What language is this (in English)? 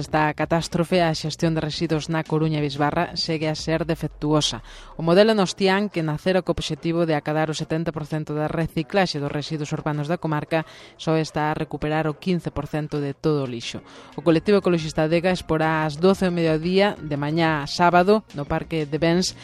Galician